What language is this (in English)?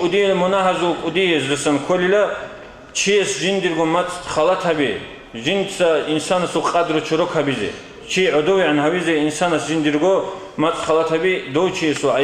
Avaric